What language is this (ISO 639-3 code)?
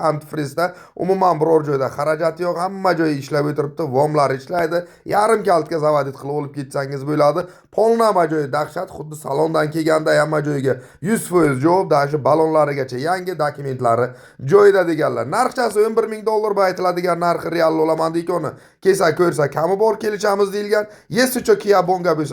uzb